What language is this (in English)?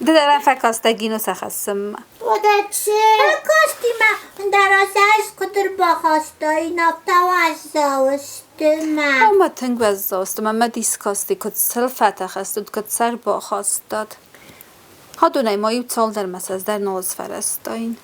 Ossetic